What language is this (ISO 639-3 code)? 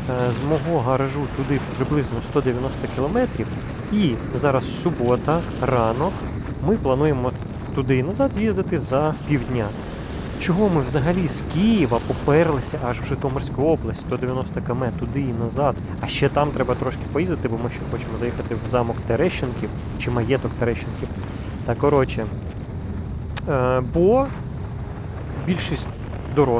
ukr